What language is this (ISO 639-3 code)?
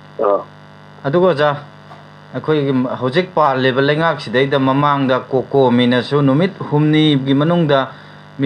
mni